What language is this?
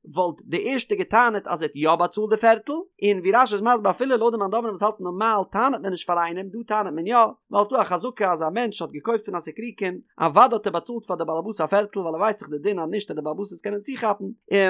Yiddish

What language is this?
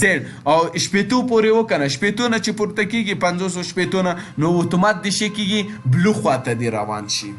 Pashto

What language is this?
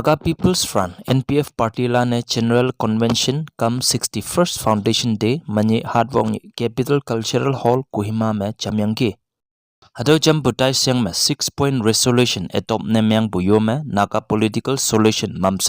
Konyak Naga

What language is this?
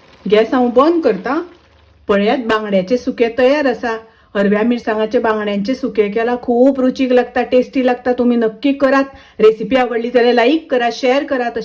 Konkani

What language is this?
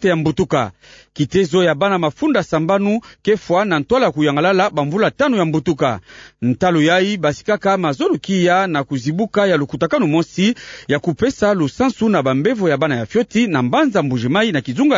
Kituba (Democratic Republic of Congo)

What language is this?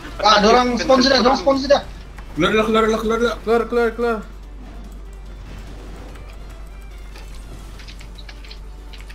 Malay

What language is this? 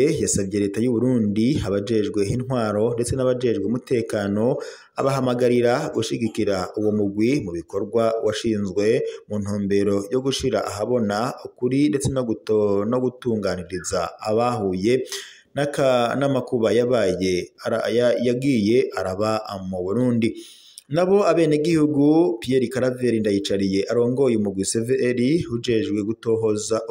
Rundi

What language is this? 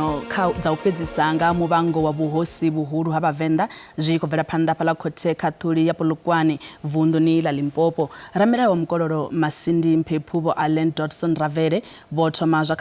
Venda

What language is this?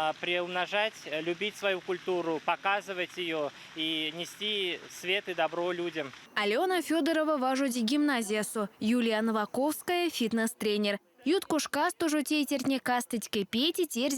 Erzya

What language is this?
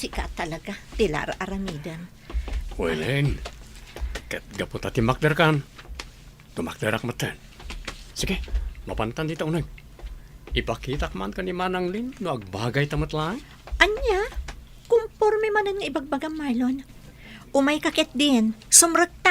Iloko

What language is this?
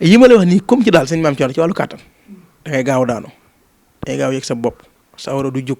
Wolof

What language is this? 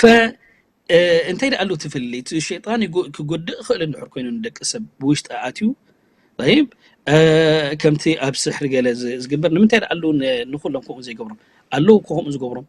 Tigrinya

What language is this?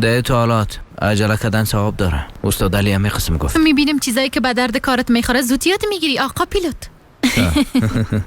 Persian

